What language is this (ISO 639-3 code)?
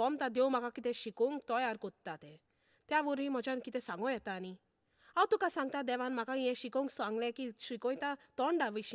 kok